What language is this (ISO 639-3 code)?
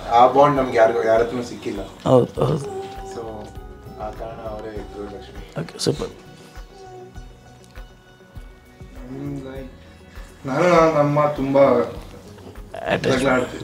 kan